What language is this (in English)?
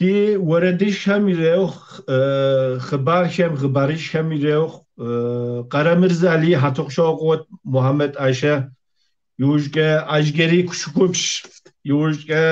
Kabardian